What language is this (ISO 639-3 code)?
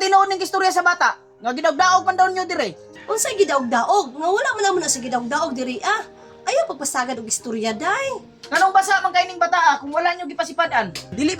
ceb